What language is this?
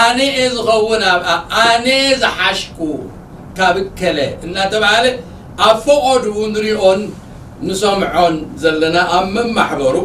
Tigrinya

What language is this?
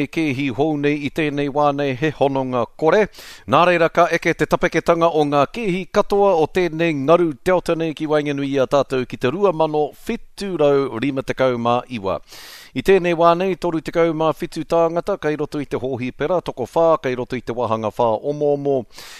Māori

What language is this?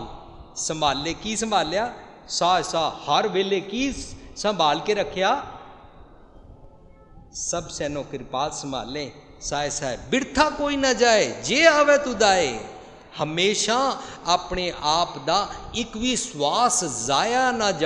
Punjabi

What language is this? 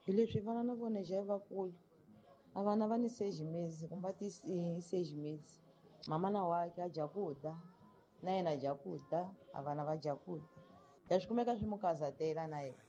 Tsonga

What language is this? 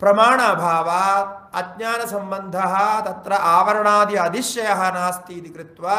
Sanskrit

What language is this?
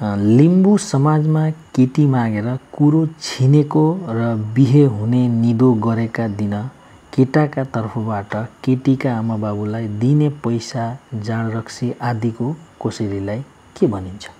Nepali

